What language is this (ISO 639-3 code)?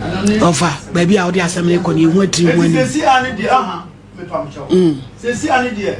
aka